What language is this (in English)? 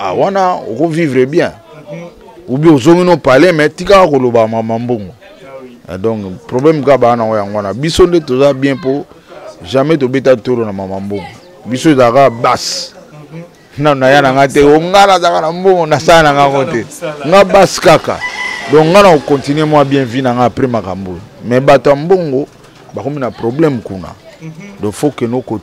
Lingala